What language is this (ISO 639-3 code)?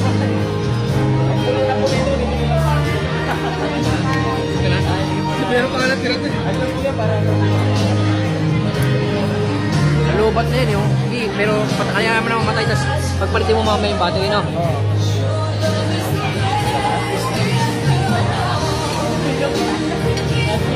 fil